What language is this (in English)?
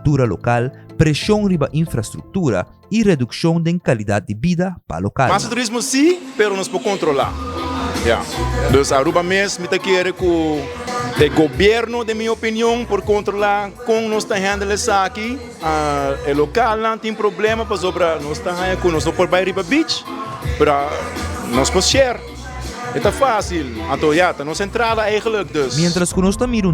Papiamento